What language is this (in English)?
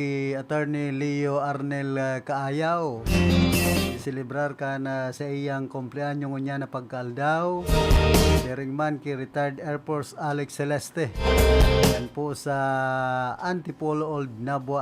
Bikol